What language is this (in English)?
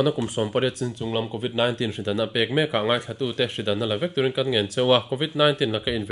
Mizo